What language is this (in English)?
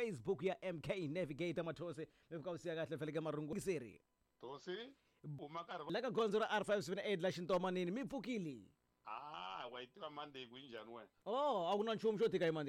Tsonga